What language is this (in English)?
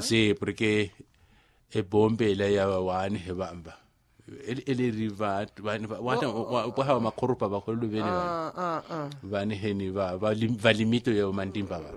Makhuwa